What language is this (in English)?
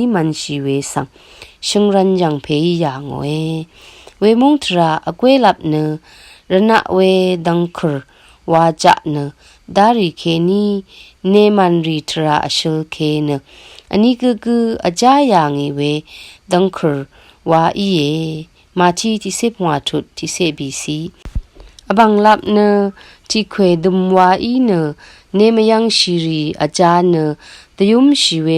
Rawang